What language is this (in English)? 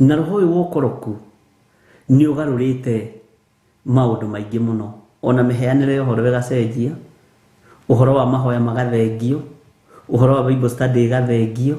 Kikuyu